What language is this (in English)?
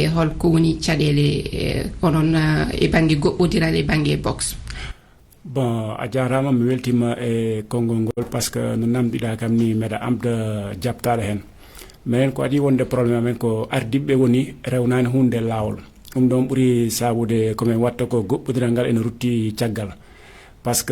Fula